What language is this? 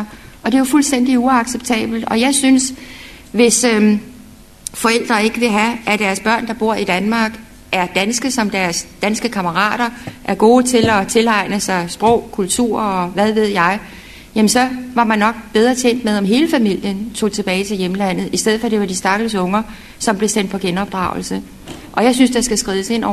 Danish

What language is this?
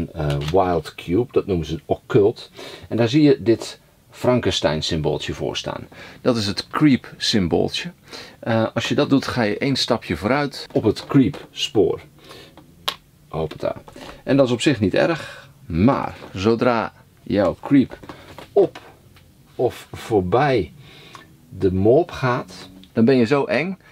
Dutch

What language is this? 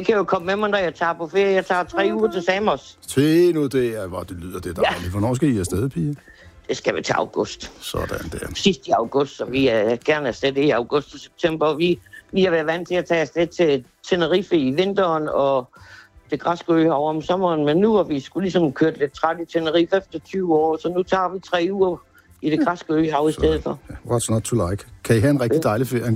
Danish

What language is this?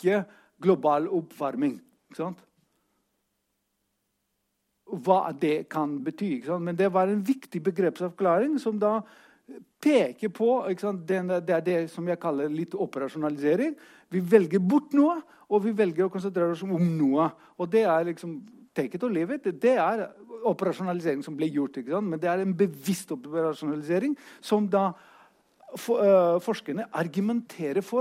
Norwegian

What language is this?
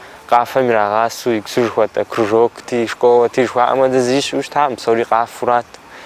Kabardian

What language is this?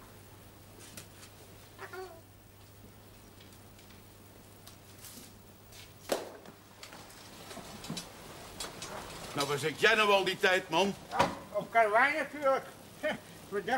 Dutch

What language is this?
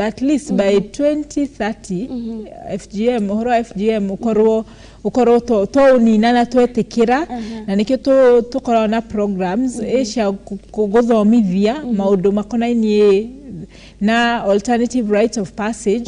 Kikuyu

